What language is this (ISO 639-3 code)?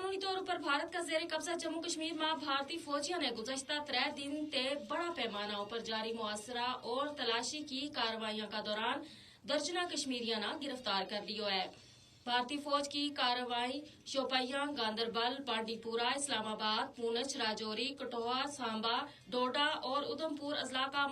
gju